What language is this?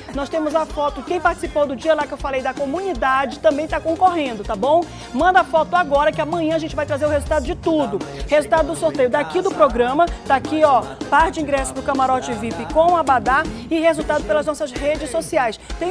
Portuguese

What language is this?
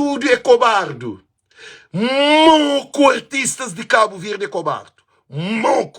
Kabuverdianu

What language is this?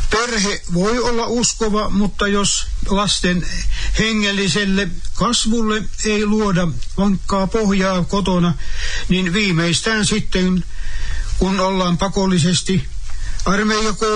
Finnish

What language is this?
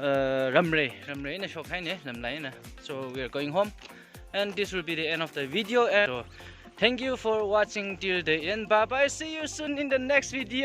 Tangkhul Naga (India)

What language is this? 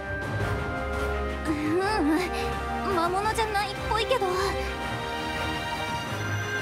Japanese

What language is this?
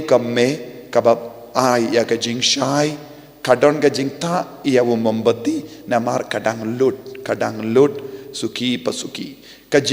Khasi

